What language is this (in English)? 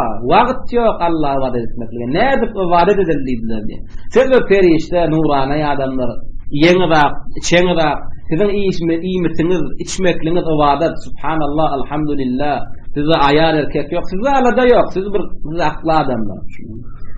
Turkmen